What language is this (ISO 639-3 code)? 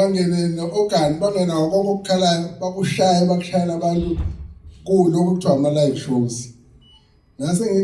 zul